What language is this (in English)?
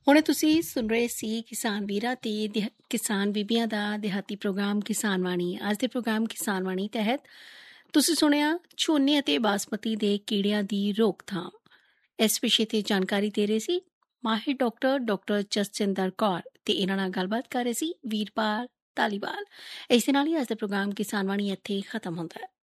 Punjabi